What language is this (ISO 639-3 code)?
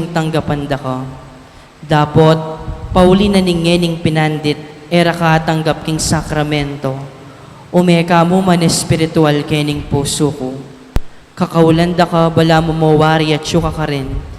pam